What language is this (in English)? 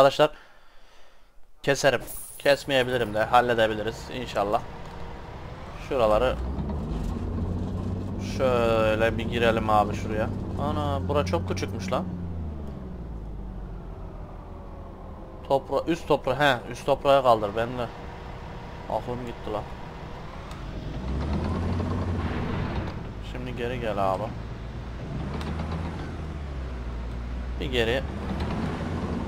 Turkish